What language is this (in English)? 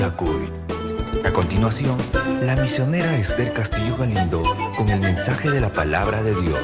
Ayacucho Quechua